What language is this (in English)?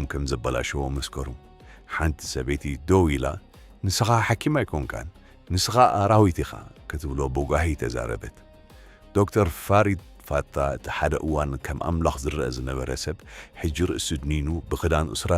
Tigrinya